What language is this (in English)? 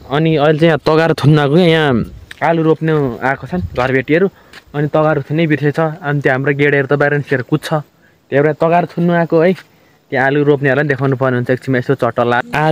Nepali